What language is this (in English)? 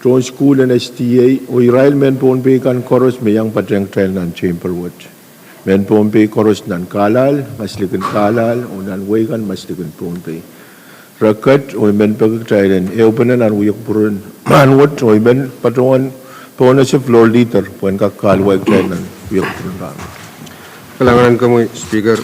Pohnpeian